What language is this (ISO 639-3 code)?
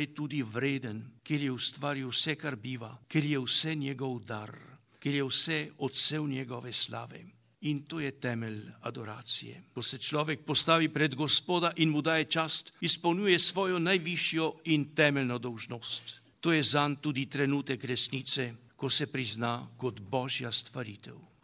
slv